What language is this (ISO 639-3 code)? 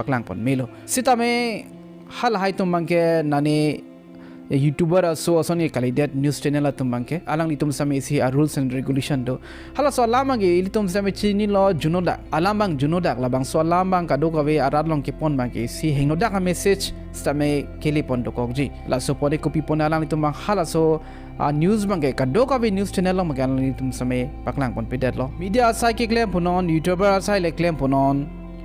mjw